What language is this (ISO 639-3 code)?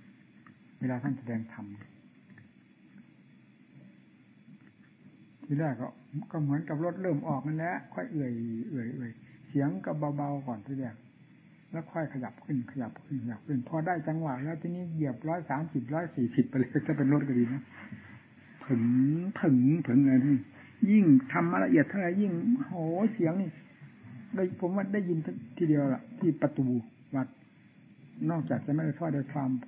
tha